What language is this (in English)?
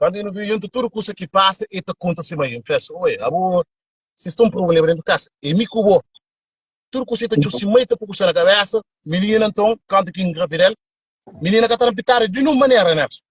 Kabuverdianu